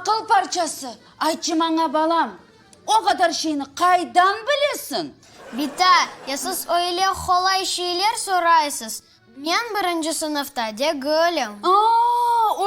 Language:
Crimean Tatar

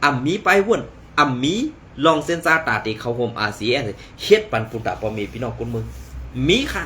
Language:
Shan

